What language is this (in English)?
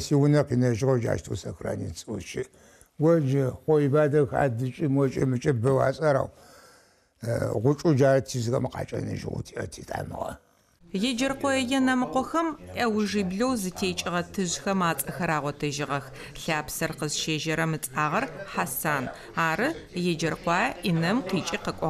Adyghe